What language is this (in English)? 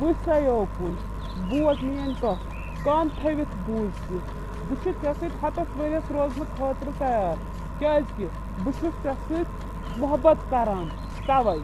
Kashmiri